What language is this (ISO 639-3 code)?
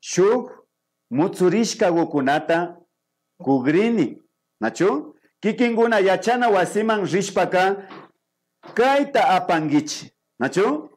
qvi